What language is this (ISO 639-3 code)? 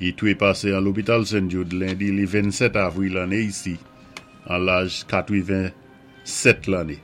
acf